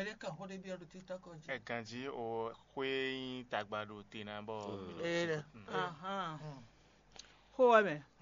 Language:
Fon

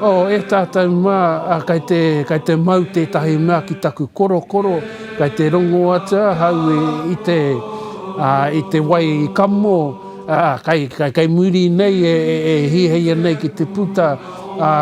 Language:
Māori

